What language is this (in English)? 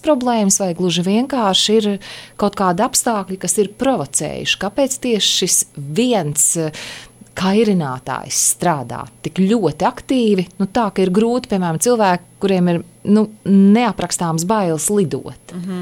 Latvian